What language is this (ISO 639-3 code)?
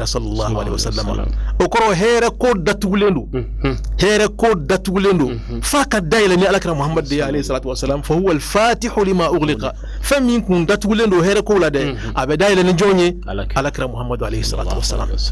bam